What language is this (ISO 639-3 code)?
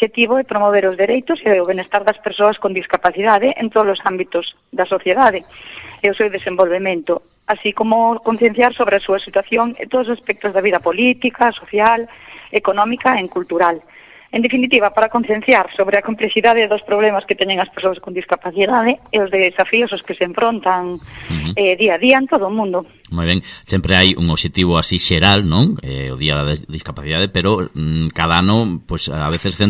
glg